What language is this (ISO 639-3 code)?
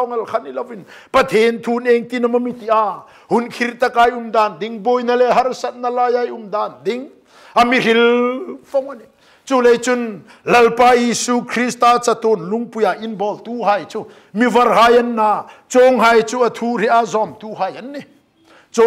hmr